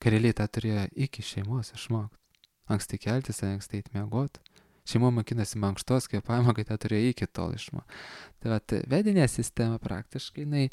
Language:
Lithuanian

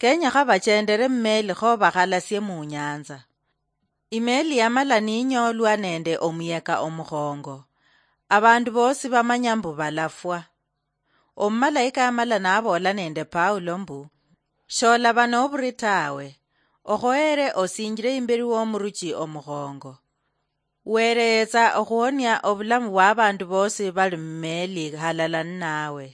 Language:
Luyia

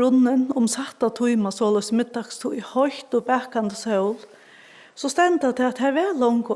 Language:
Faroese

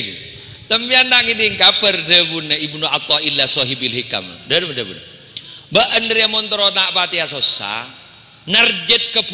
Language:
Madurese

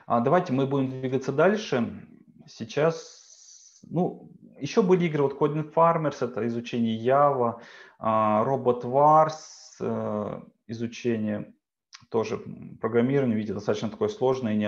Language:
Russian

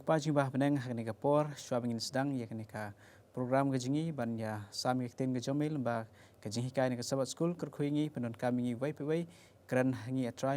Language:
Khasi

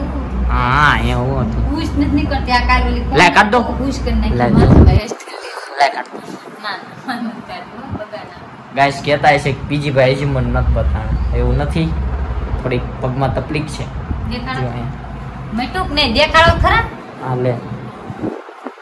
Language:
Gujarati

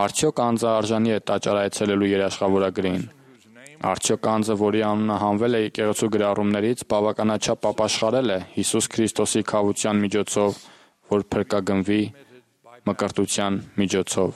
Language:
Armenian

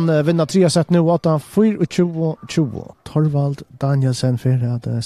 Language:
Faroese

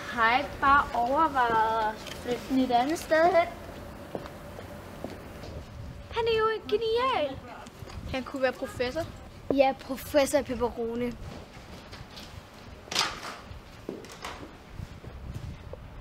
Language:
Danish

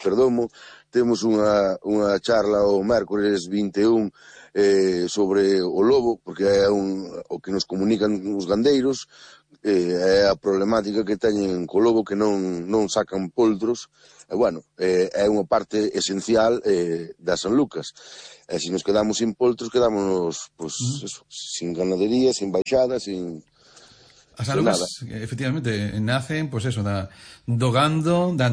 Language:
Galician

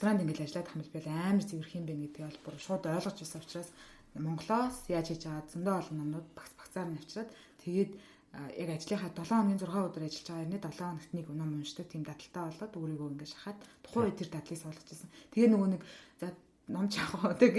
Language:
Mongolian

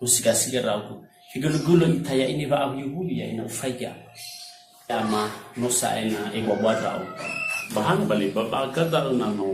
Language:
Nias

